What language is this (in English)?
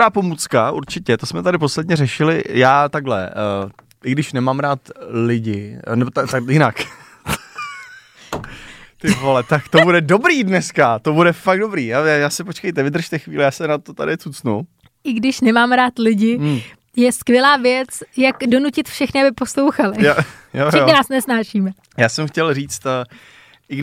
Czech